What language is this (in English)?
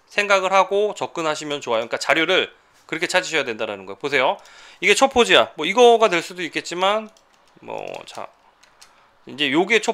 Korean